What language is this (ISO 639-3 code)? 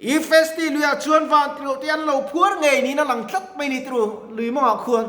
lus